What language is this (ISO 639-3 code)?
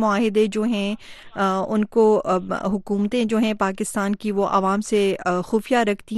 urd